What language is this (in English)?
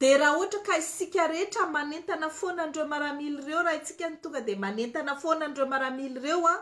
Malagasy